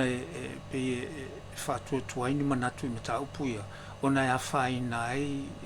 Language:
Samoan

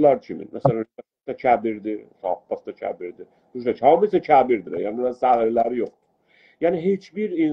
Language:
South Azerbaijani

